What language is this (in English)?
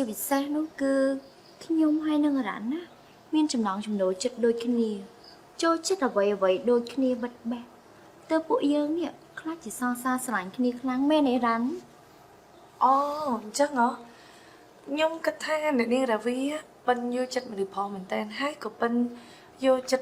Khmer